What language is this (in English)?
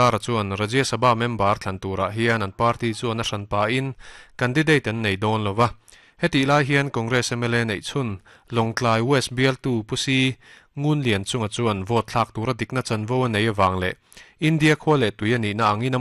Mizo